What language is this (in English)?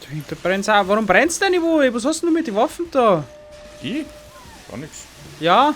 Bavarian